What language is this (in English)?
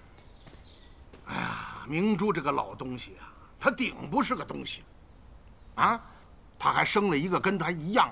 Chinese